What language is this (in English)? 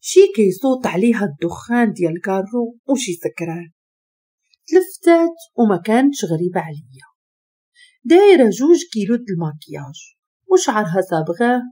Moroccan Arabic